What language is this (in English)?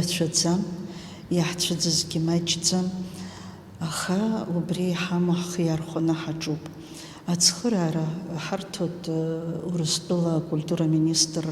Abkhazian